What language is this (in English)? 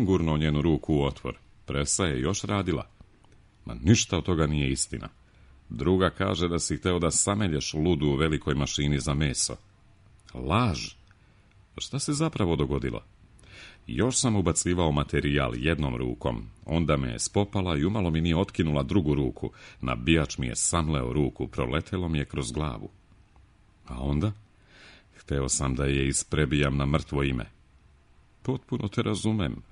Serbian